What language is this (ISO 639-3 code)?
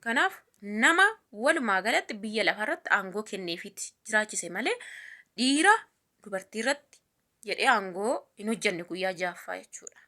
orm